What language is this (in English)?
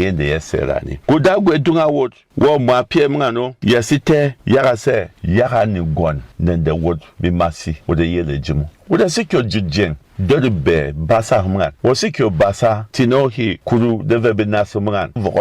Berom